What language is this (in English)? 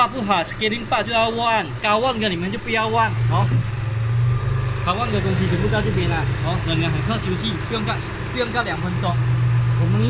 Chinese